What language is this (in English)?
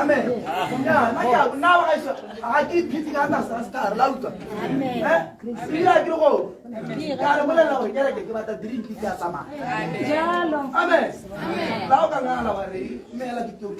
Tswana